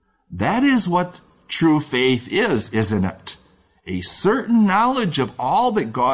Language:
English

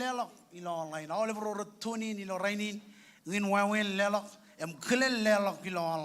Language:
Marshallese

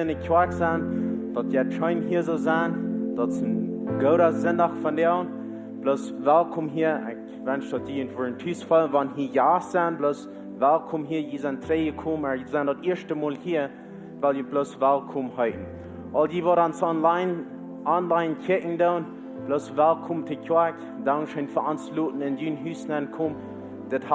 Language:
Plautdietsch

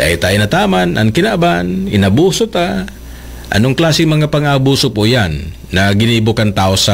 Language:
Bikol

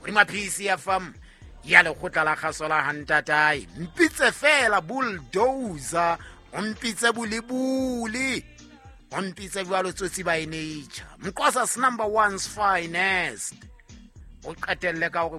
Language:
Southern Sotho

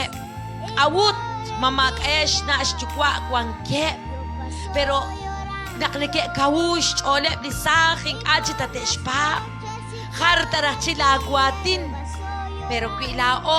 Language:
Kekchí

